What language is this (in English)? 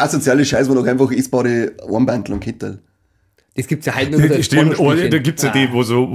Bavarian